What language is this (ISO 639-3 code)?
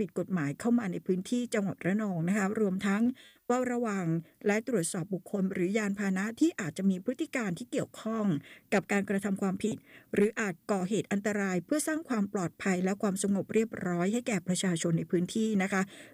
tha